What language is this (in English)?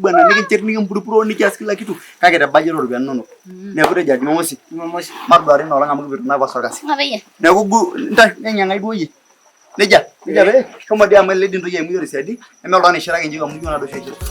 Masai